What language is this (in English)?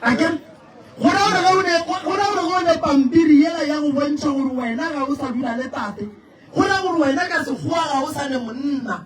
Northern Sotho